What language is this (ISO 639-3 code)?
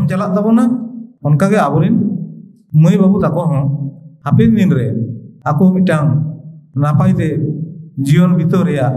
sat